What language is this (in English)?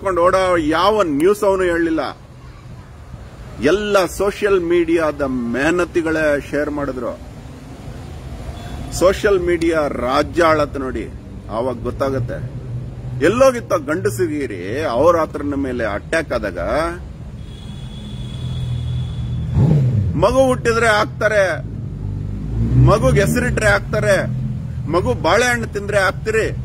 Kannada